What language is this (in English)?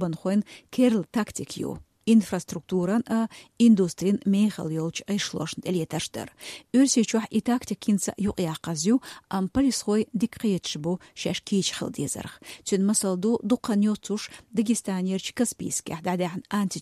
Chechen